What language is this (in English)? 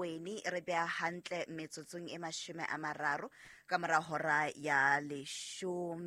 Southern Sotho